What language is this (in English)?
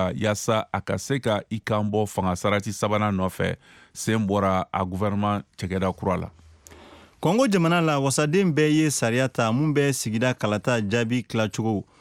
Bambara